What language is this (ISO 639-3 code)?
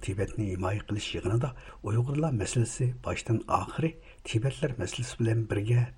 uig